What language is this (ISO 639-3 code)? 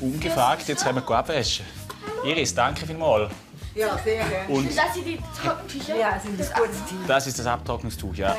gsw